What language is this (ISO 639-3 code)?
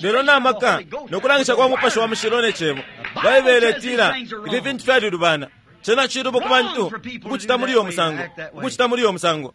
bem